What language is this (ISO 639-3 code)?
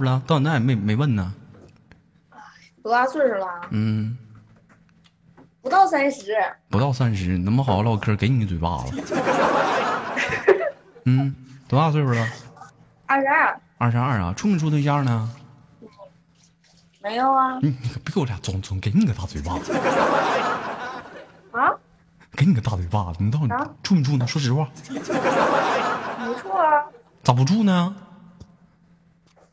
zho